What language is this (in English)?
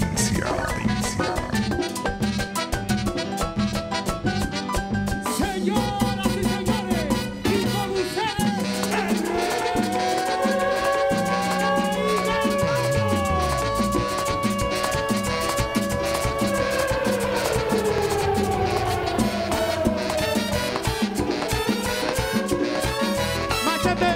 Spanish